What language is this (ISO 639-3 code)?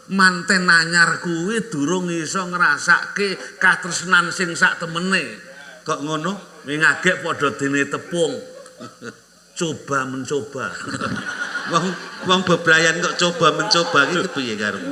jav